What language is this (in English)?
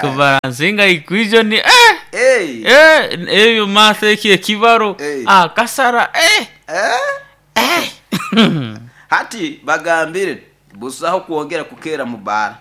Nyoro